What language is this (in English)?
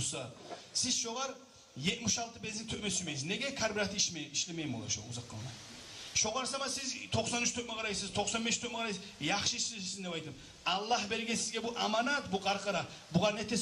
Kumyk